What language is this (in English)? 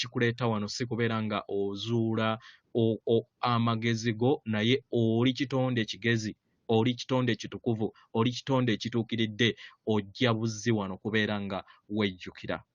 Ganda